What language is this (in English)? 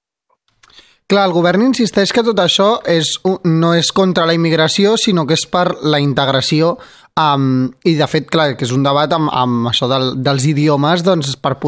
Catalan